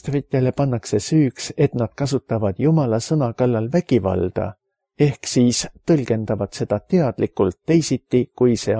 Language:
Estonian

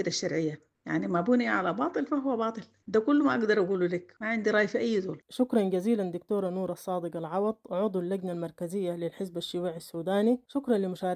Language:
Sudanese Arabic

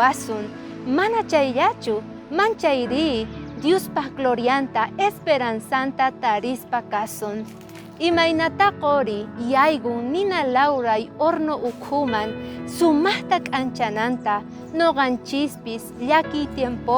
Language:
South Bolivian Quechua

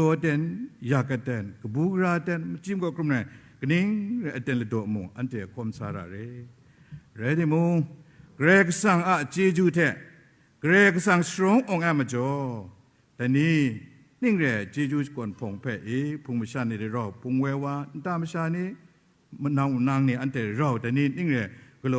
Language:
Kachin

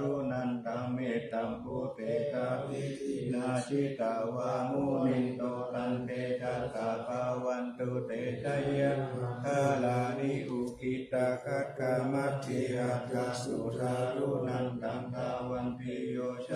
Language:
Pali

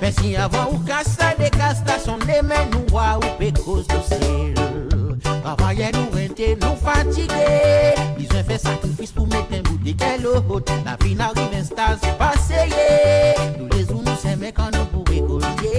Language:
Seselwa Creole French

